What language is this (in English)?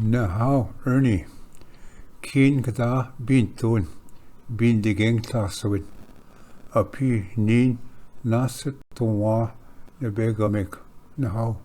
Ojibwa